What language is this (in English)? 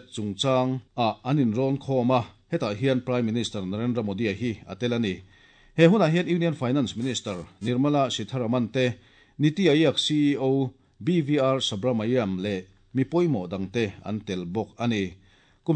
Mizo